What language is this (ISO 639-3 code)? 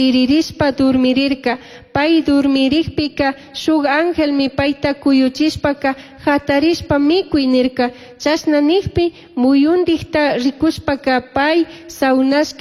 qug